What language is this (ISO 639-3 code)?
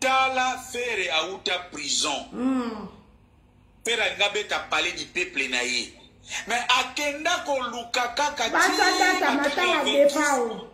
lin